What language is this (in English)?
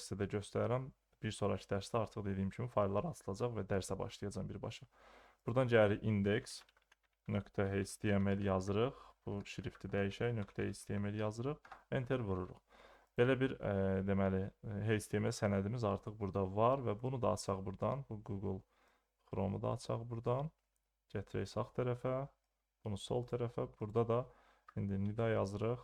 Azerbaijani